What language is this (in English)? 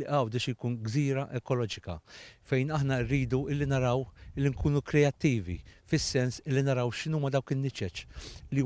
Maltese